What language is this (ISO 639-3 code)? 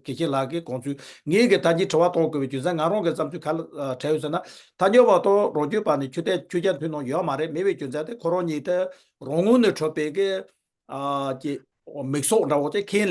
bod